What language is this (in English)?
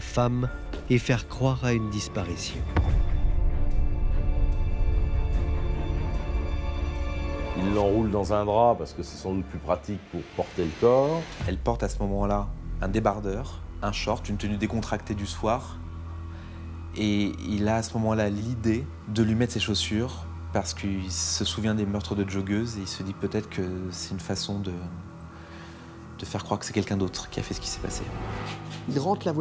French